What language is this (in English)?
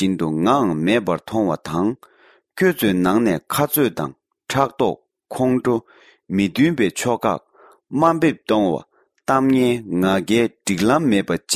Tibetan